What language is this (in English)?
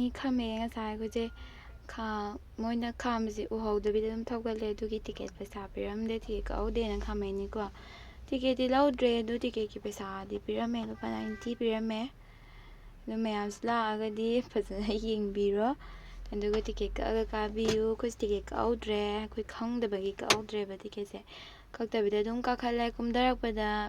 Manipuri